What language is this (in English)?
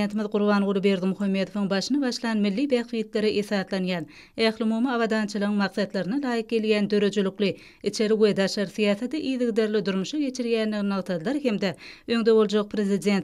Turkmen